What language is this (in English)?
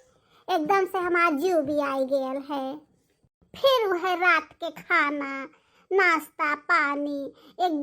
Bhojpuri